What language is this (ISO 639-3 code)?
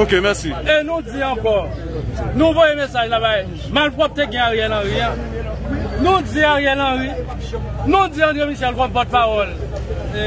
hat